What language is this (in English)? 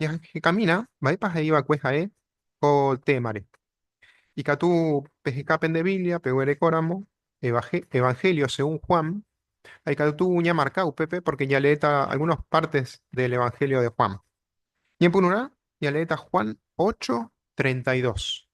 Guarani